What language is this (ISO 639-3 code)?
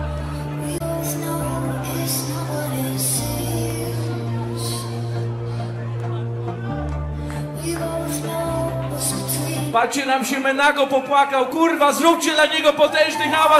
pol